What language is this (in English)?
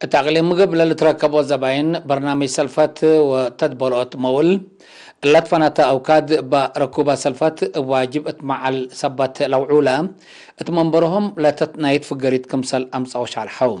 Tigre